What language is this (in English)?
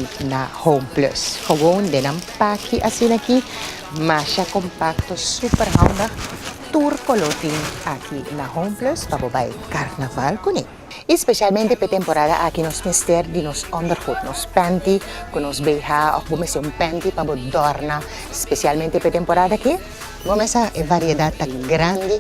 Papiamento